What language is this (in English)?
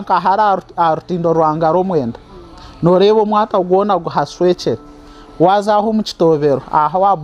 Nyankole